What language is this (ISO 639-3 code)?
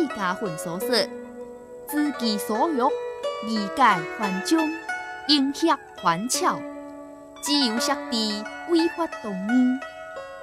nan